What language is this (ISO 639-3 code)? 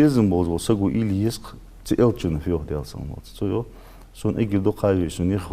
inh